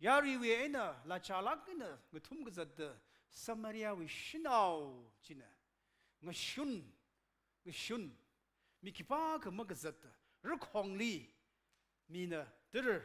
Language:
Tangkhul Naga (India)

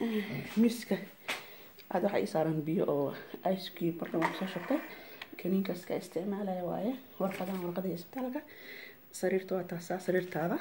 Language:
Somali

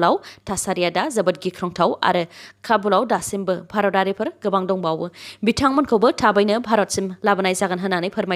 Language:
Bodo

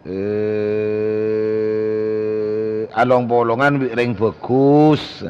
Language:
Madurese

